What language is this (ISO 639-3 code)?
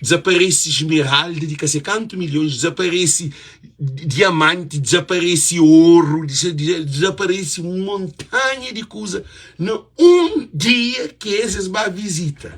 kea